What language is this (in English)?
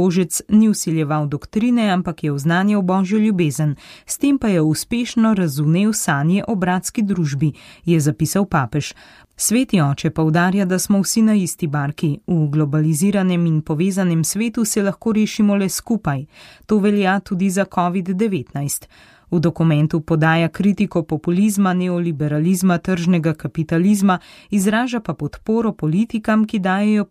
Slovenian